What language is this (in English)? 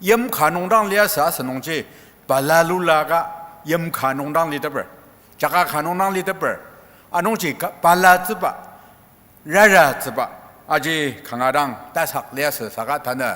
Ao Naga